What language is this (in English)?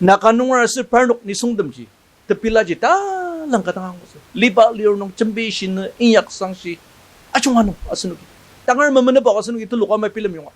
Ao Naga